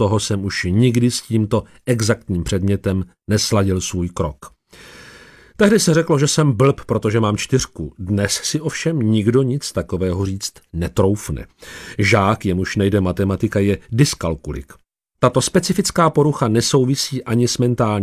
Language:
Czech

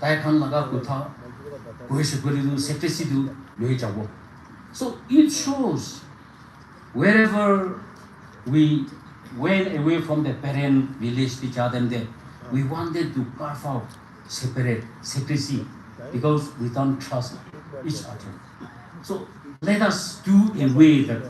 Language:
Naga Pidgin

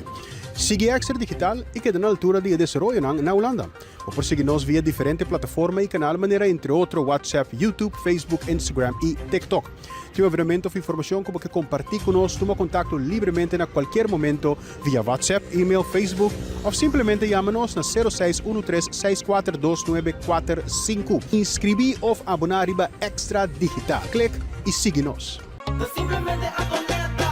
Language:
Papiamento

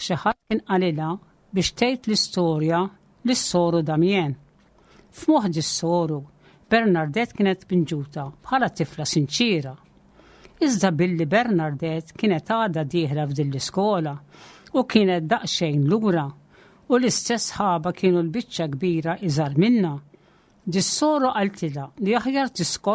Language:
Maltese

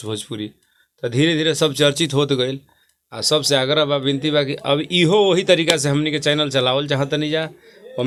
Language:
Bhojpuri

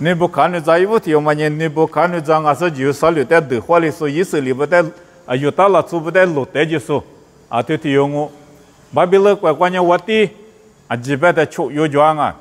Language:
Lisu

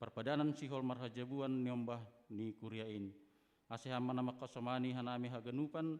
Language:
Batak Simalungun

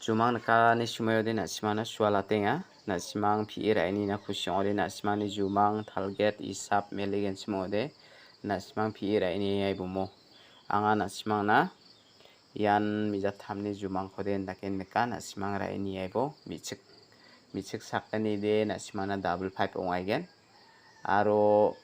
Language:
Garo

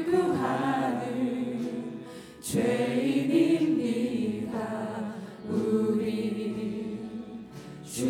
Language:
Korean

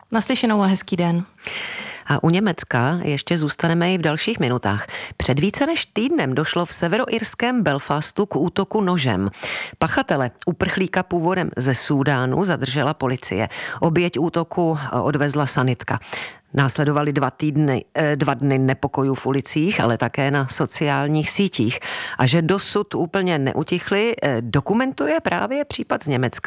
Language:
Czech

